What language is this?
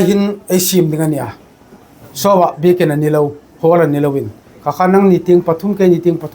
Hmar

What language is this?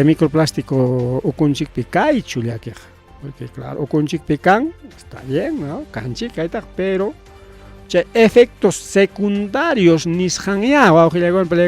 Ayacucho Quechua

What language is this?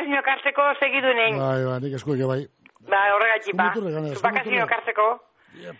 Basque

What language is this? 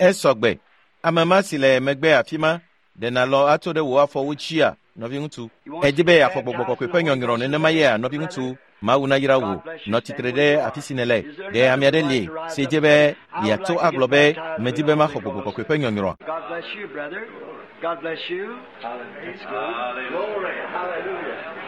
Ewe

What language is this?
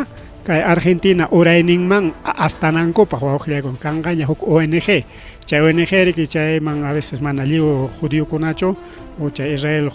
Ayacucho Quechua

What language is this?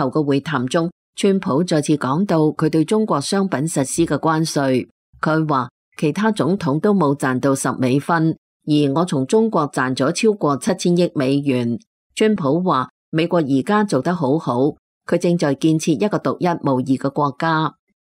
Cantonese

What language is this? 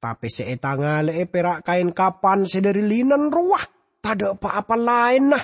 Madurese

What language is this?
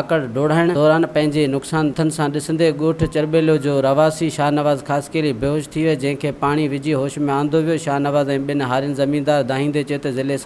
Sindhi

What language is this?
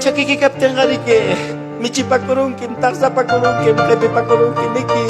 Ayacucho Quechua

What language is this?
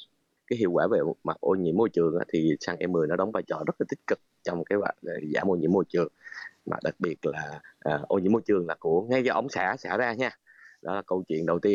Vietnamese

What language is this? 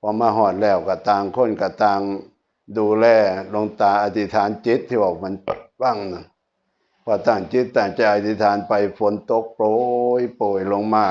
Northeastern Thai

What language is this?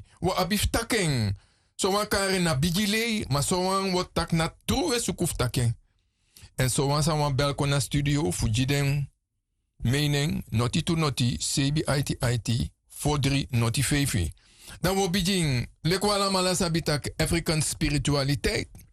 Sranan Tongo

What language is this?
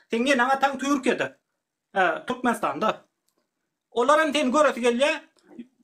Turkmen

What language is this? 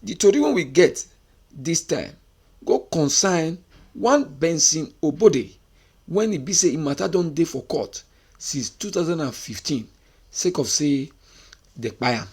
Nigerian Pidgin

